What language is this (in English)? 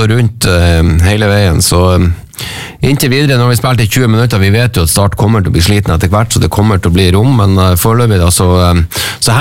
Norwegian